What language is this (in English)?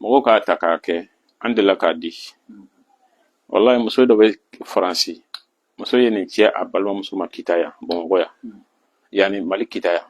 Bambara